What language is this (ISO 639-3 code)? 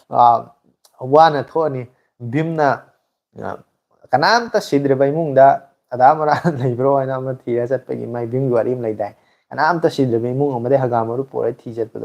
mni